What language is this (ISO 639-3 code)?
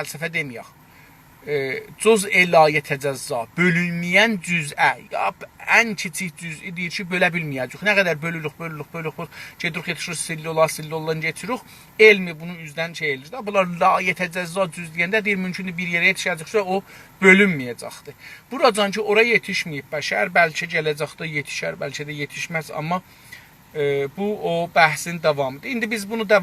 azb